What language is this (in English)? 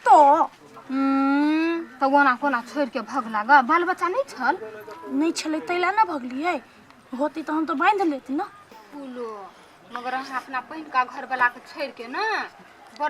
Maithili